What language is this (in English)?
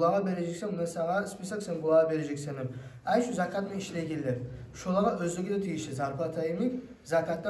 Kumyk